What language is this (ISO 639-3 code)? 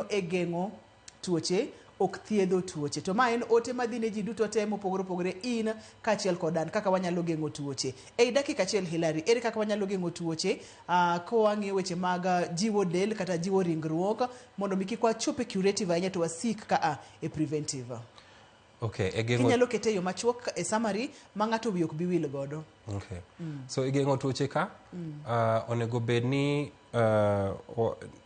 luo